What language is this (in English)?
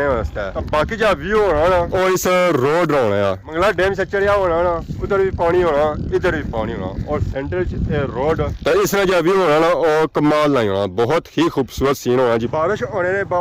Pahari-Potwari